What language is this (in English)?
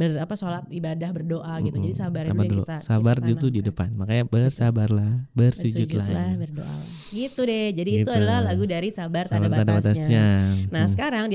Indonesian